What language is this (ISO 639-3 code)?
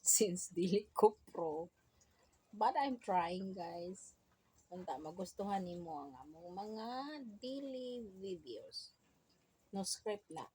ceb